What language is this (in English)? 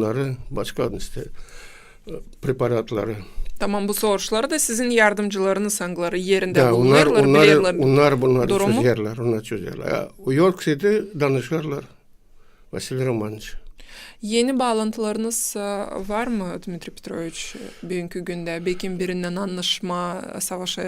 Gagauz